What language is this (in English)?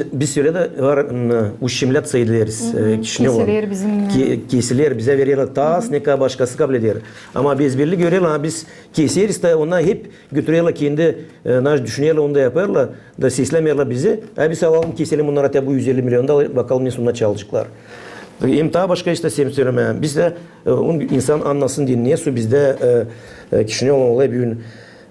Gagauz